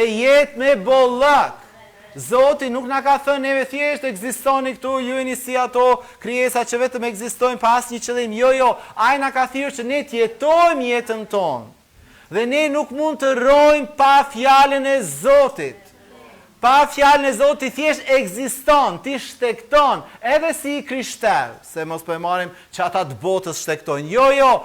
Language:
Albanian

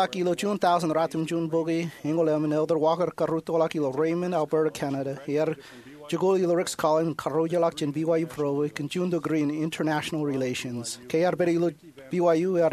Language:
Marshallese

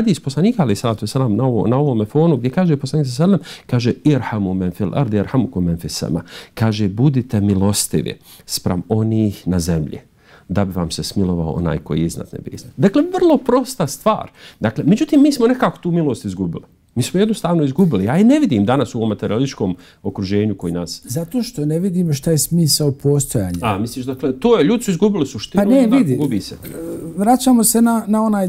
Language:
Bosnian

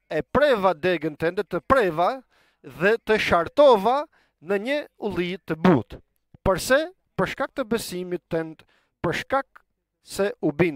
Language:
Albanian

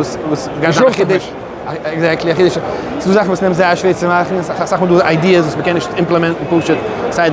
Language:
Yiddish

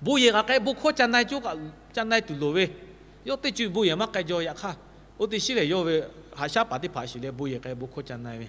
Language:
Lahu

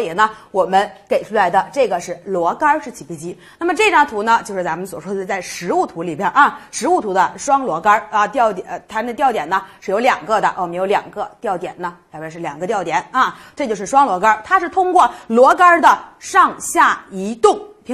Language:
Chinese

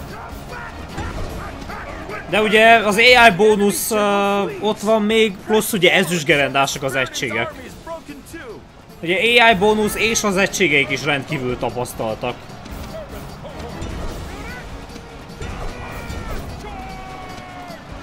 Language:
Hungarian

